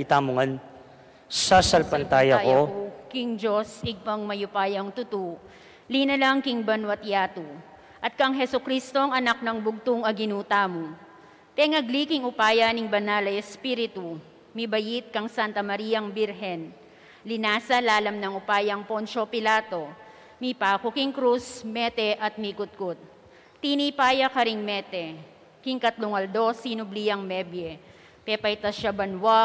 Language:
Pampanga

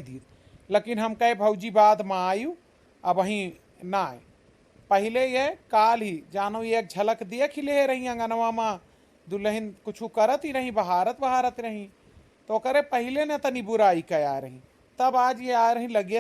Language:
Awadhi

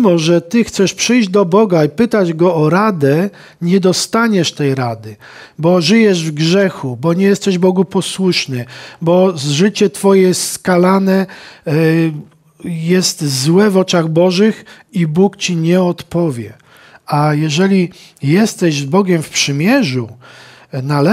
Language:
Polish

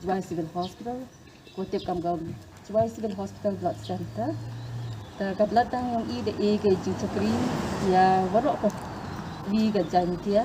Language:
Khasi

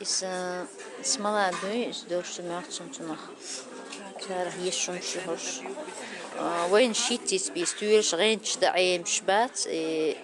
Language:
Chechen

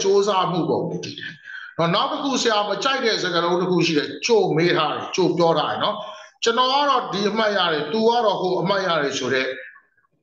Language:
Burmese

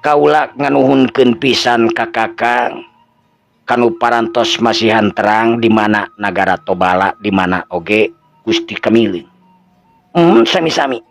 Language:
Sundanese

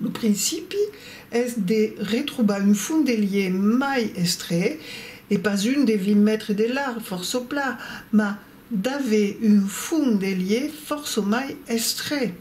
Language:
Occitan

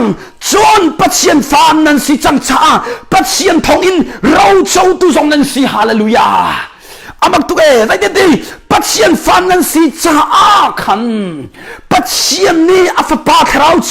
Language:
Hakha Chin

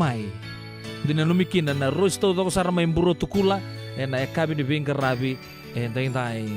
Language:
Fijian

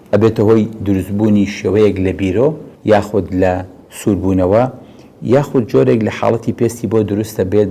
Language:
Central Kurdish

